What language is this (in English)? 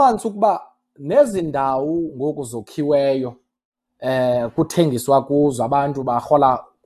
Xhosa